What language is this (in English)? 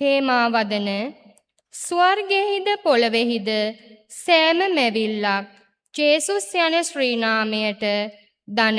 Sinhala